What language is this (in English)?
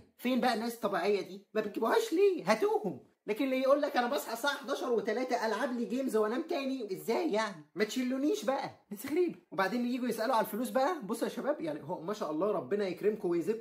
Egyptian Arabic